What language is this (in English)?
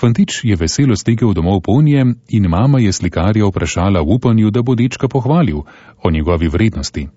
Slovenian